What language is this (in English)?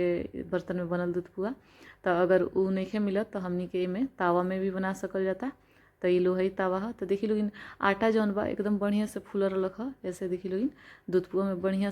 Bhojpuri